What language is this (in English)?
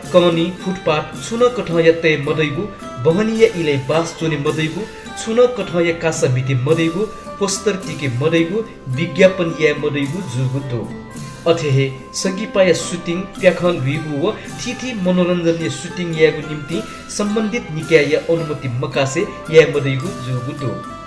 Newari